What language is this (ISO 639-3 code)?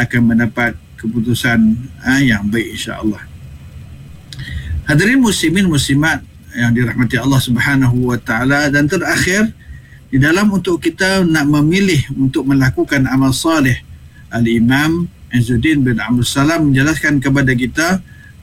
msa